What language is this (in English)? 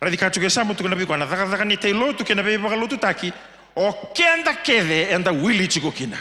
Fijian